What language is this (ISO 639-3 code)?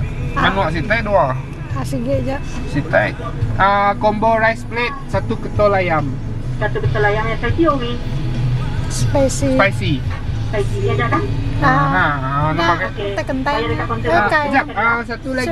iba